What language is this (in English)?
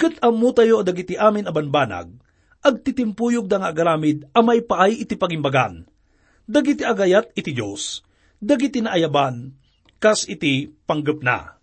Iloko